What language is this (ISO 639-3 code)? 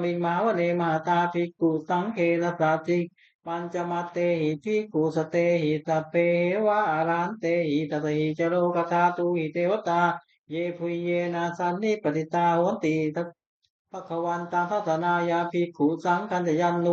pli